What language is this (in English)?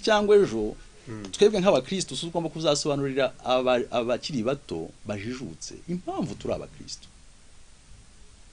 Kinyarwanda